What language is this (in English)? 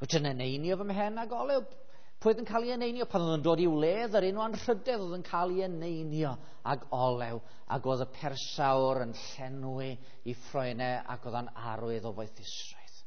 Welsh